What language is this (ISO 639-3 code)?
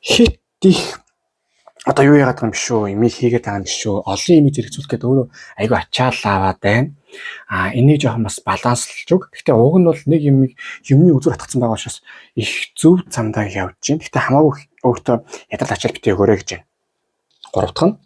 mon